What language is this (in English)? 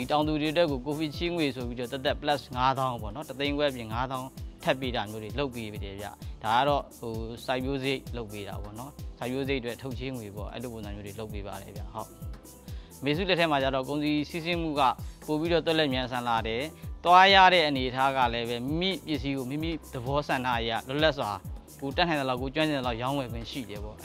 Burmese